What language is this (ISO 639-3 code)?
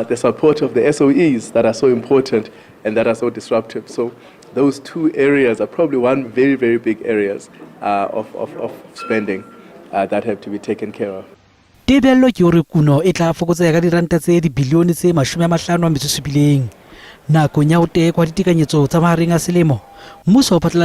sot